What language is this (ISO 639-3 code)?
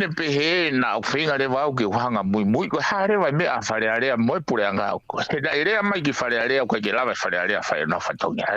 ton